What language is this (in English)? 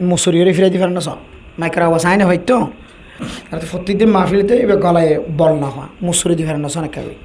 Rohingya